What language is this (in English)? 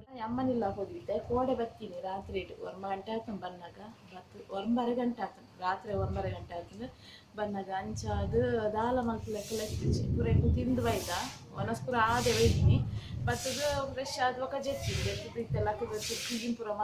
Tulu